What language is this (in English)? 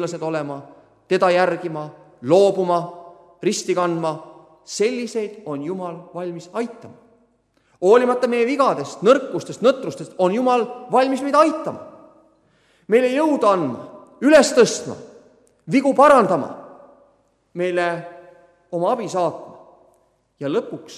Estonian